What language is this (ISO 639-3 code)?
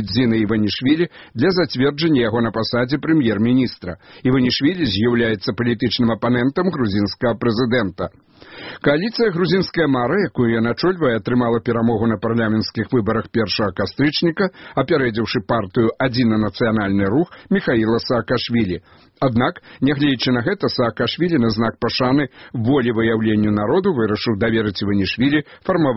bel